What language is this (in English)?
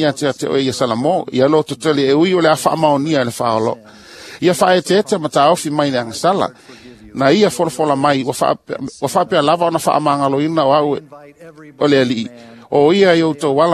Samoan